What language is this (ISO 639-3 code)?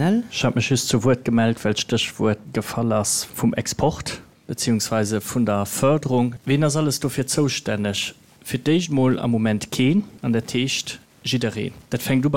ltz